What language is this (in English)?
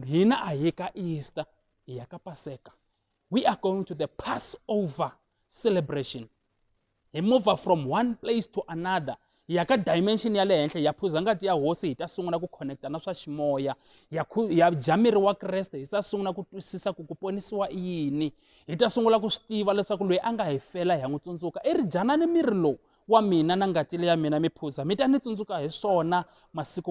Tsonga